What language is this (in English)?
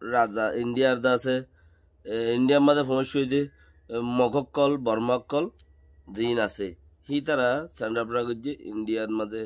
Rohingya